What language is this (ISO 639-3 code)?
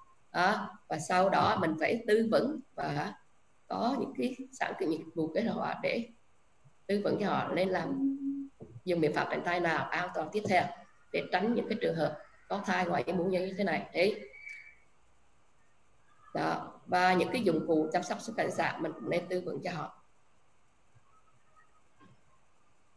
vie